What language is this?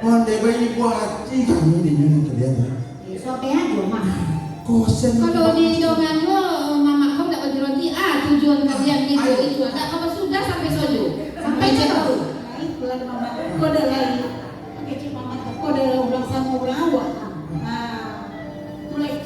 Minangkabau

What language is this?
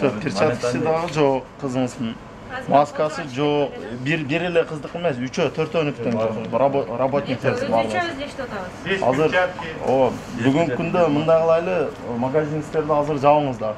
Kyrgyz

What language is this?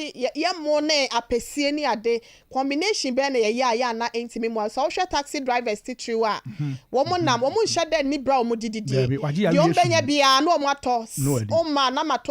Akan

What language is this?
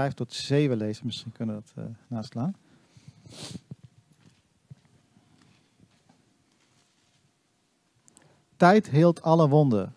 Dutch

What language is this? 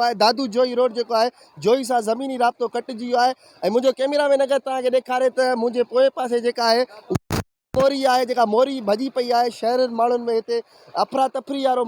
Sindhi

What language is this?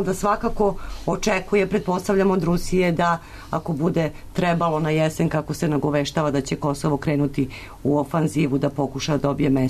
Serbian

